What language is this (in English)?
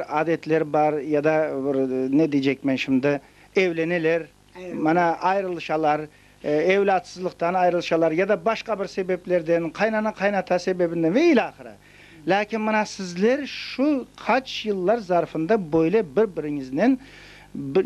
Crimean Tatar